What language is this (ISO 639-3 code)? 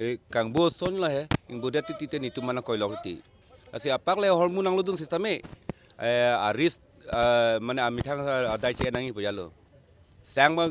mjw